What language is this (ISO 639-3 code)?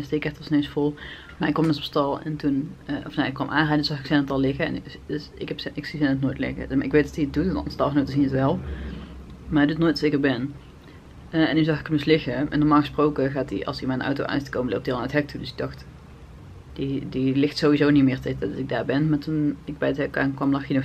nld